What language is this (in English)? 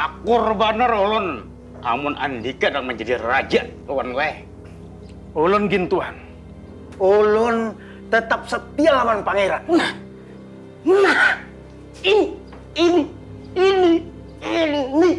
Banjar